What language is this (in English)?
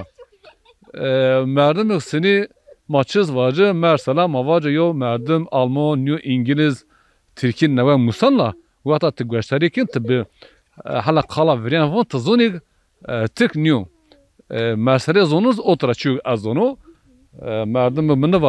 Zaza